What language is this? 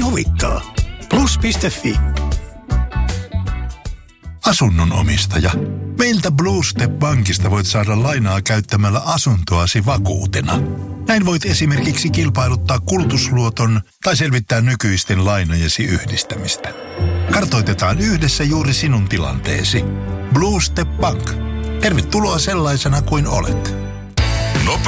Finnish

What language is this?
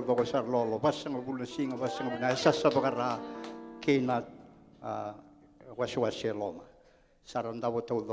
Fijian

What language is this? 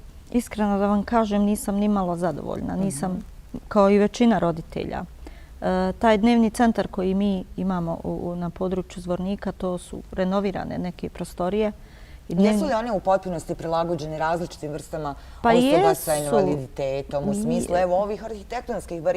Bosnian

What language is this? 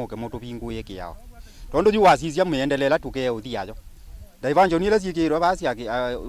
Kamba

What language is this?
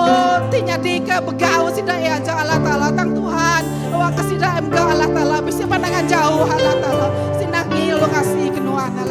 Iban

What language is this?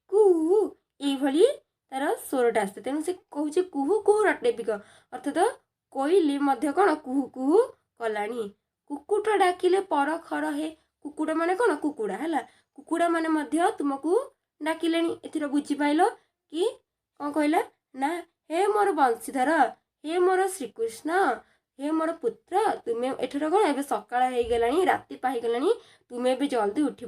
Odia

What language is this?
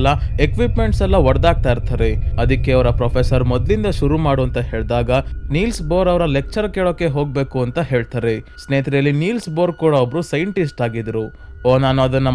Kannada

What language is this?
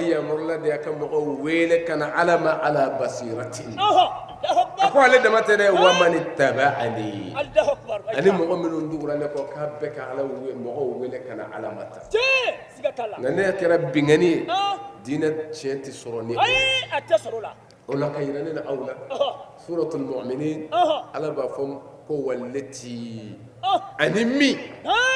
Bambara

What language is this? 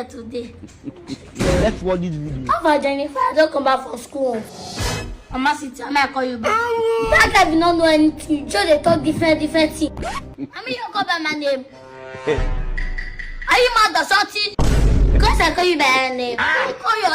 Nigerian Pidgin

